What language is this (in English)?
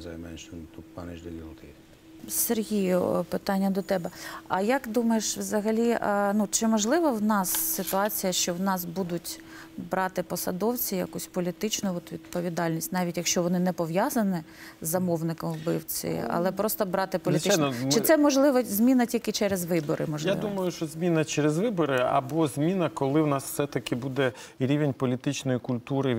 Ukrainian